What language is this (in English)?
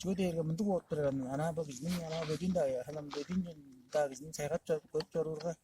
Tuvinian